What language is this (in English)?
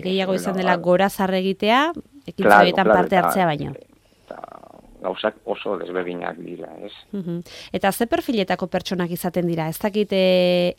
Basque